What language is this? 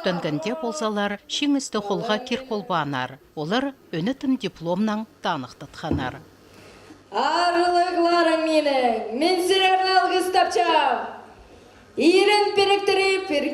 Khakas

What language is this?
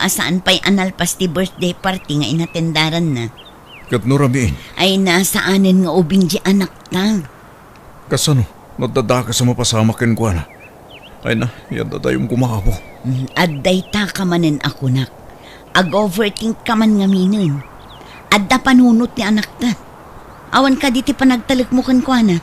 Iloko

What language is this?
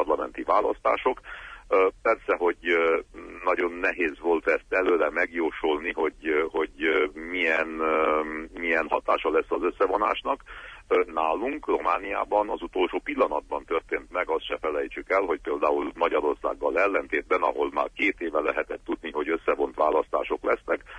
Hungarian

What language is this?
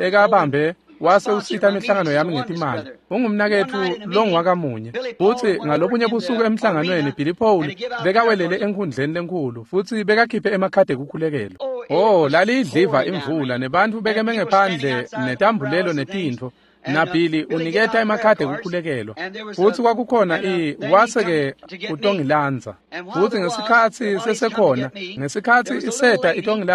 Swati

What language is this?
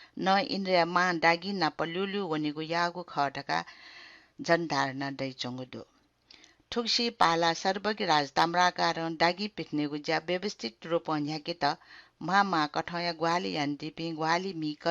Newari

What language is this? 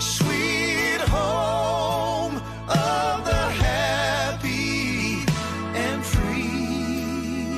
Samoan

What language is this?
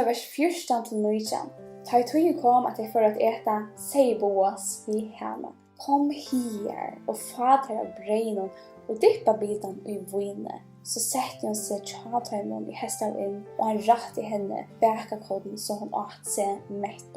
Faroese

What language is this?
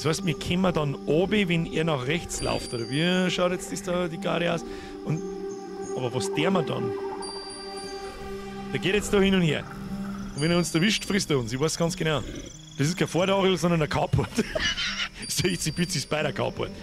German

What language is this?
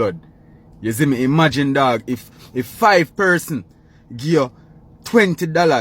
Jamaican Creole English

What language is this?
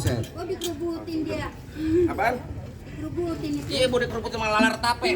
Betawi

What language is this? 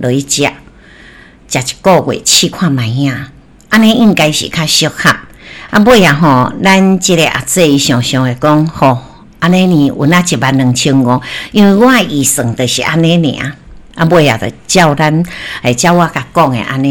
Min Nan Chinese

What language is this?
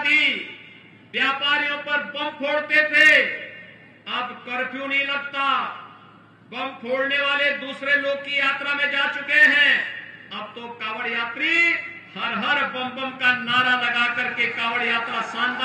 Hindi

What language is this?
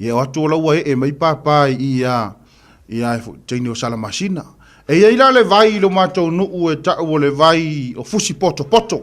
Samoan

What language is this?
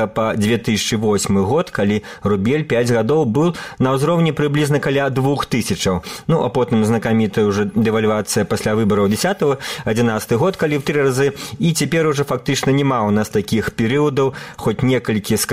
Belarusian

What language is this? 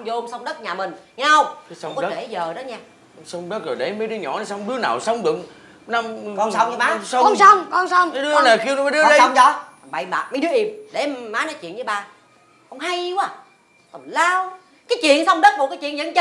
Vietnamese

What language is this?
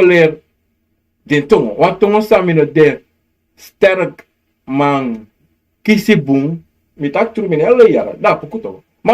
Sranan Tongo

